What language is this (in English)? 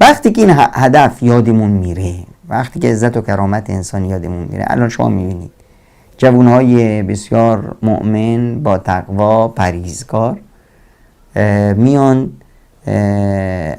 Persian